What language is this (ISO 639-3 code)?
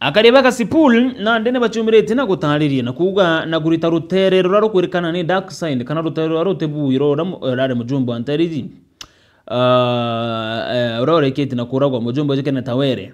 mer